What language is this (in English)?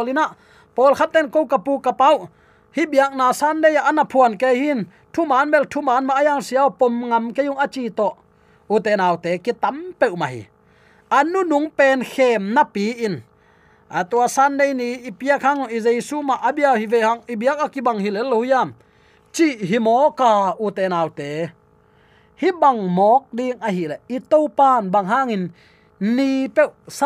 Tedim Chin